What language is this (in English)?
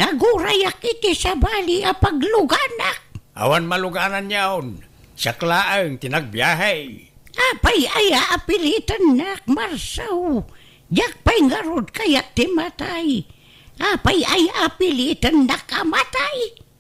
Iloko